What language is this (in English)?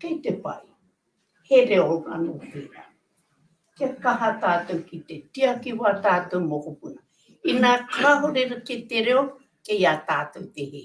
Māori